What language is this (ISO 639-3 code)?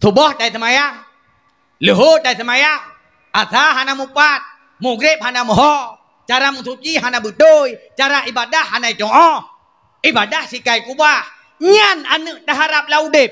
ace